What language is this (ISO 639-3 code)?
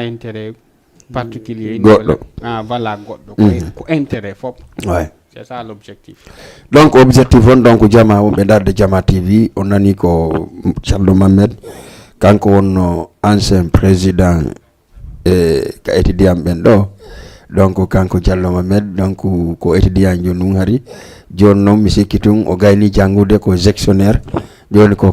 ful